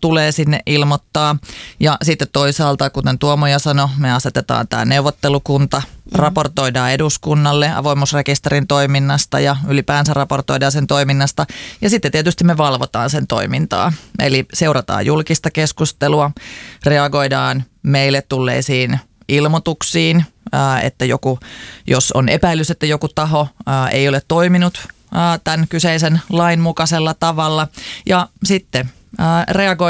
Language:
Finnish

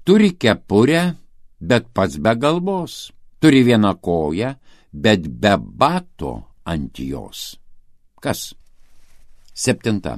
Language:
Lithuanian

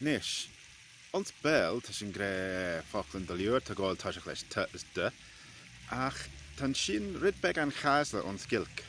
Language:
Manx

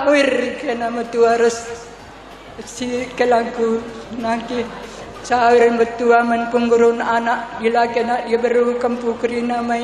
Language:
Batak Karo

